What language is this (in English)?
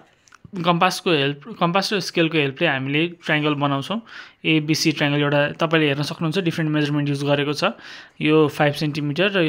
Nepali